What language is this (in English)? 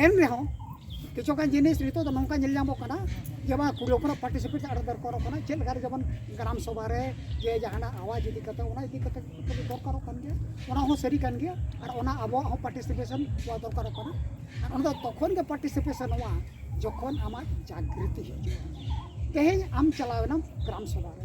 Santali